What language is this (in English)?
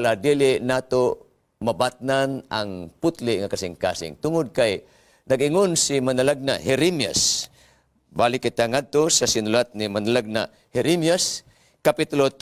Cebuano